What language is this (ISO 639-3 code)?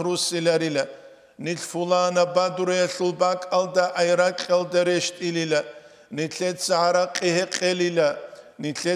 ava